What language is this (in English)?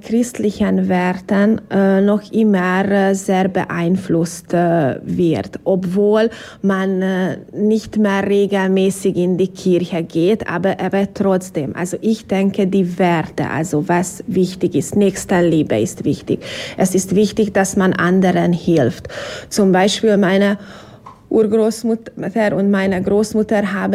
German